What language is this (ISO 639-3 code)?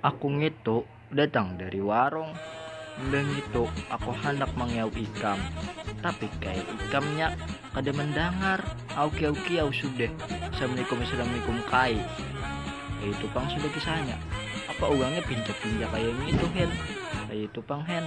bjn